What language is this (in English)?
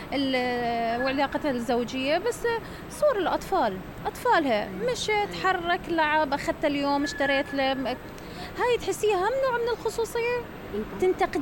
Mesopotamian Arabic